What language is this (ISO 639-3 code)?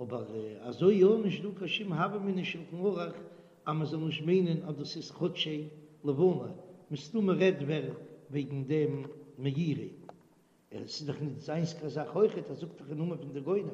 yid